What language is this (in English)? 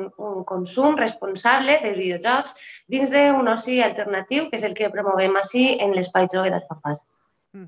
Catalan